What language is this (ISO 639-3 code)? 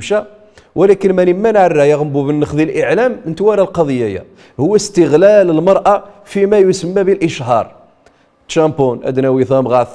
rif